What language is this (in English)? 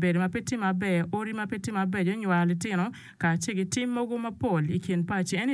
Acoli